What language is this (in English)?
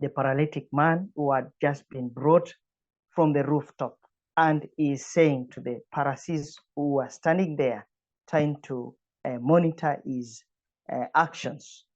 English